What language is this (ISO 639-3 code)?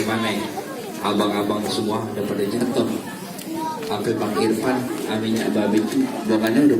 bew